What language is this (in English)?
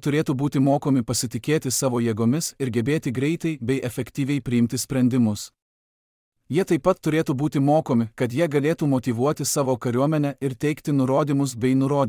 Lithuanian